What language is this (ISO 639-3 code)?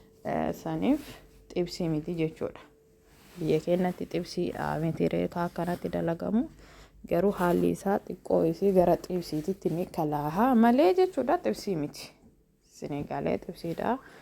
orm